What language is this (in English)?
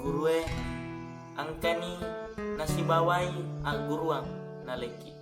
Buginese